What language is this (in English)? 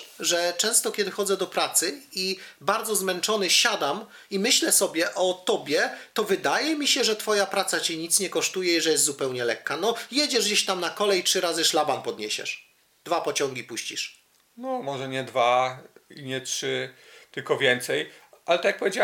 Polish